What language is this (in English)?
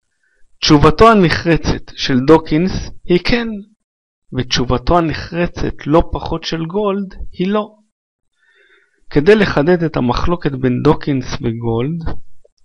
Hebrew